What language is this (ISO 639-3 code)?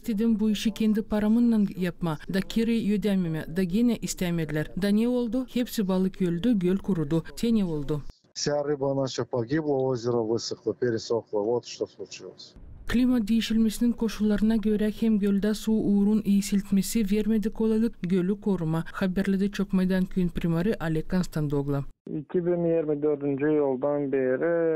gag